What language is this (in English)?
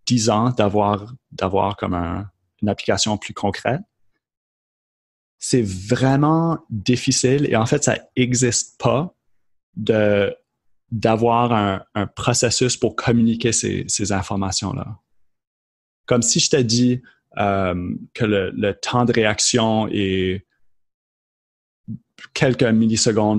French